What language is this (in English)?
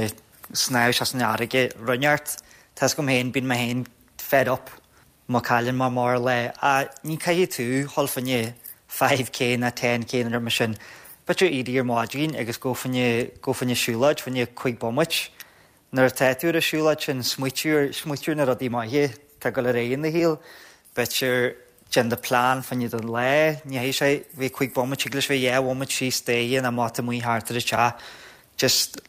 Irish